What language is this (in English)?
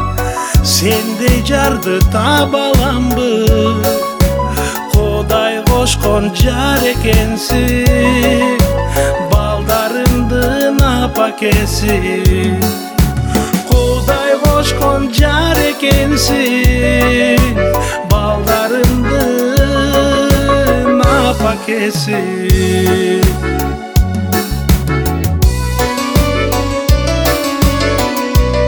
Kyrgyz